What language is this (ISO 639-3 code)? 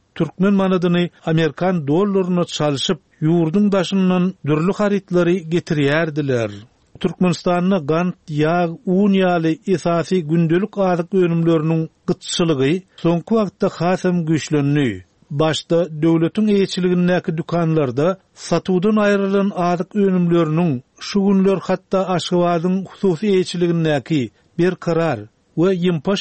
tuk